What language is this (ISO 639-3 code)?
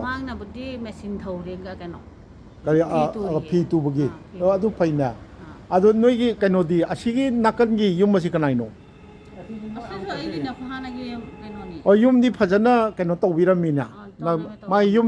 mni